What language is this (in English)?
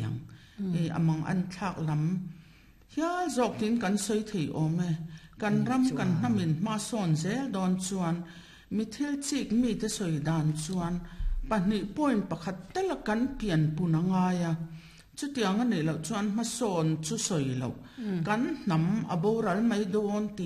Mizo